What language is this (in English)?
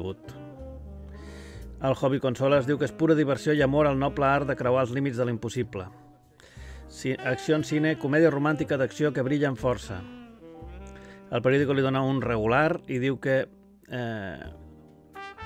Catalan